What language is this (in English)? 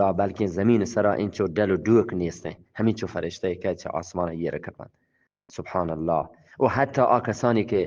Eastern Balochi